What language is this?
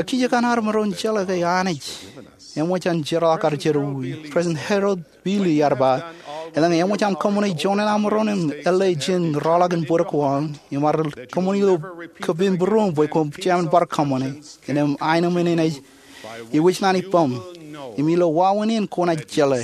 Marshallese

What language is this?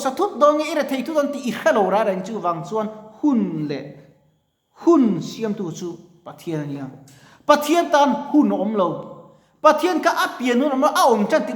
Mizo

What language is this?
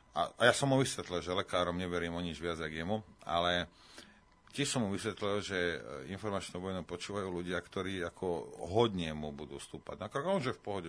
Slovak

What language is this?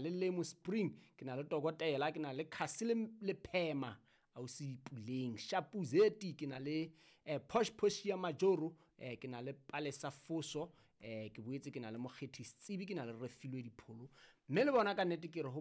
Southern Sotho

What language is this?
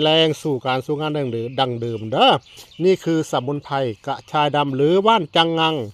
Northeastern Thai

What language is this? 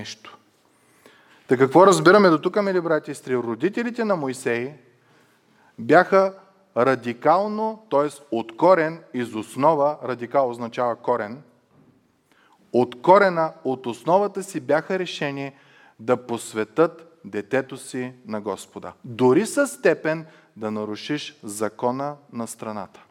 Bulgarian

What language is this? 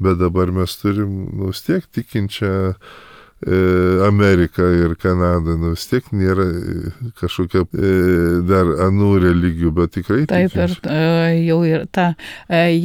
Lithuanian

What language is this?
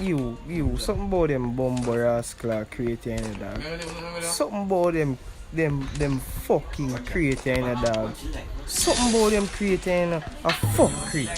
Jamaican Creole English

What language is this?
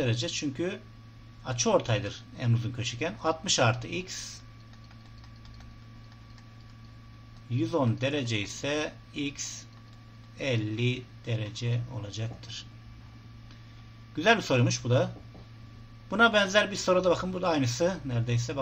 Turkish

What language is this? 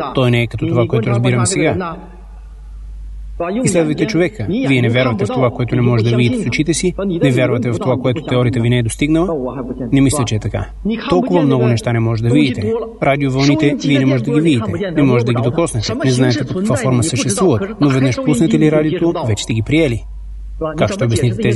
Bulgarian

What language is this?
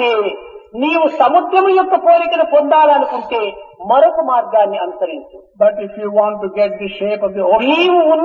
Telugu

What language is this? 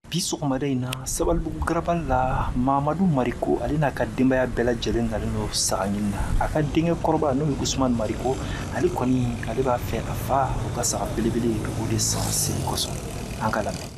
Bambara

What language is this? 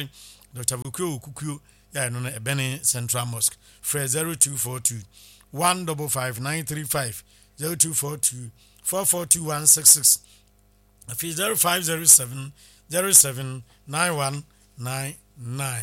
Akan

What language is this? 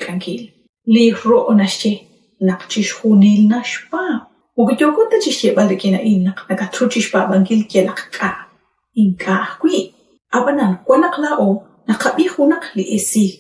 Kekchí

